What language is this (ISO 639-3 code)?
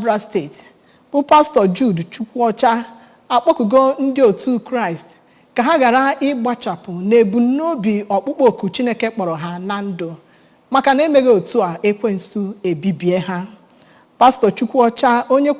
ibo